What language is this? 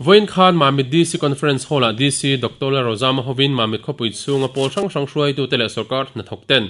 Mizo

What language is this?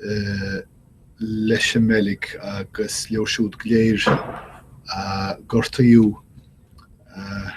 Irish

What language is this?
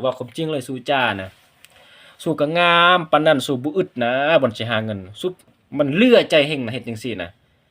Lao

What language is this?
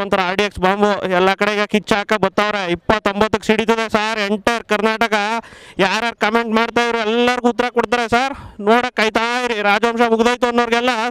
Kannada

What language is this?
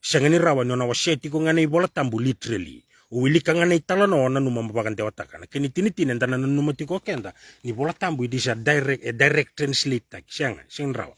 Fijian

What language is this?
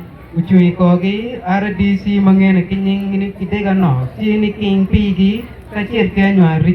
Acoli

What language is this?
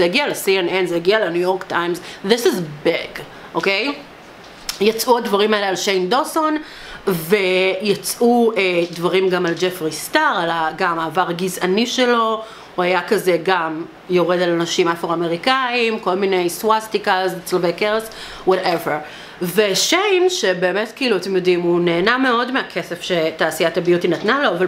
Hebrew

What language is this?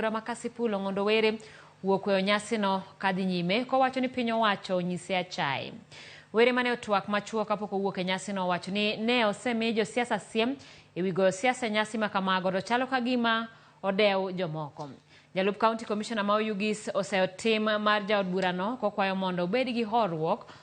Luo (Kenya and Tanzania)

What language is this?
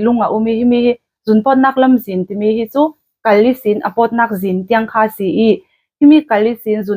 Falam Chin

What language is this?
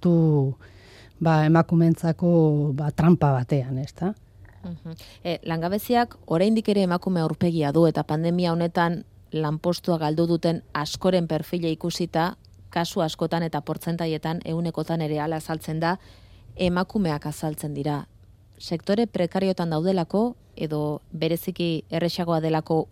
Basque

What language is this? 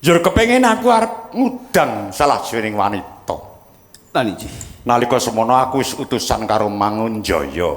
Javanese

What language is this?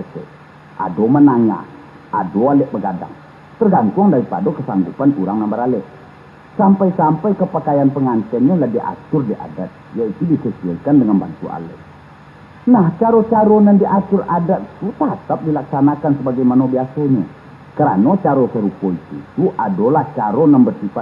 Minangkabau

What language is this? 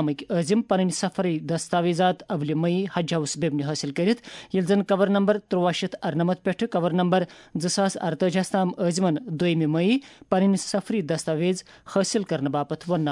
Kashmiri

